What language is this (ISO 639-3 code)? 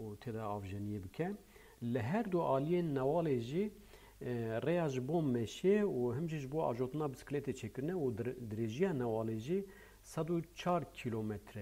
kur